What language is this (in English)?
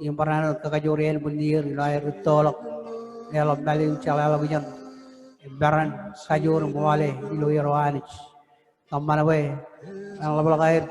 Marshallese